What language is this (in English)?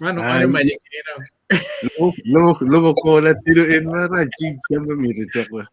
Acoli